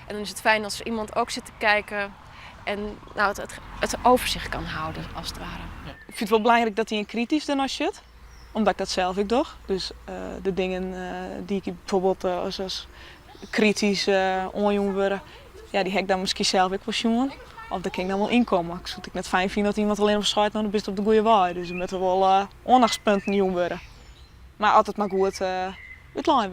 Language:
Western Frisian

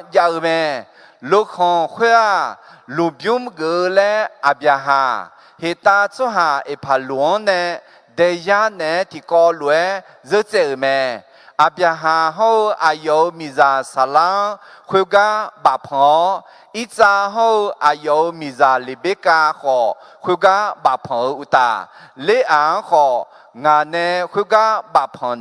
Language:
Akha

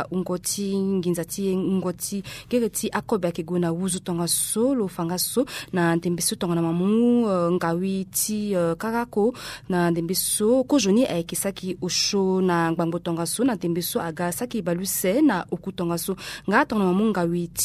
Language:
Sango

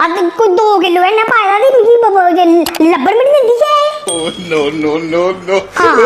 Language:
Dogri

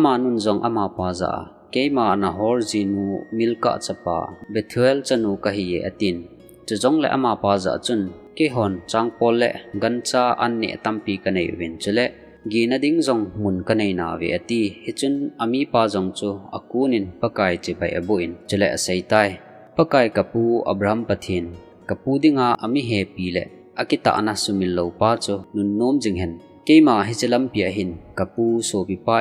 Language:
Thado Chin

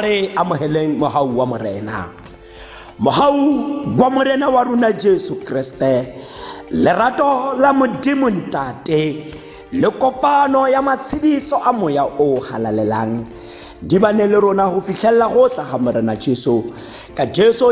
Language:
Tswana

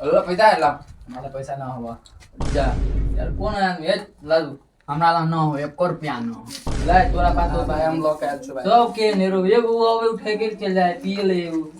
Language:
Maithili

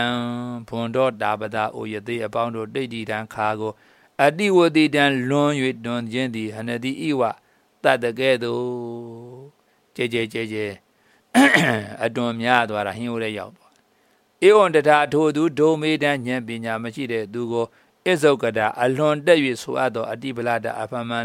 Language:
Burmese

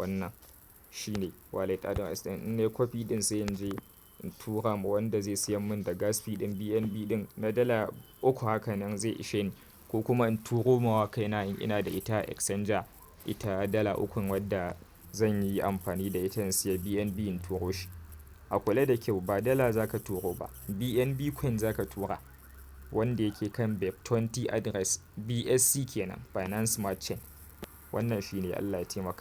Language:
Hausa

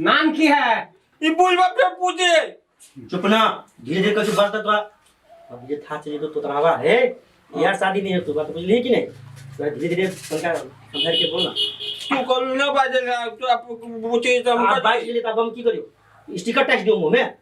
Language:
Maithili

